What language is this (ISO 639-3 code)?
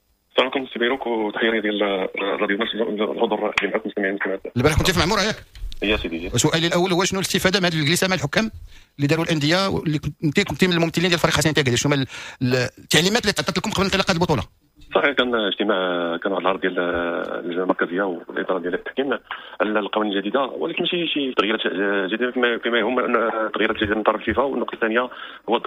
ary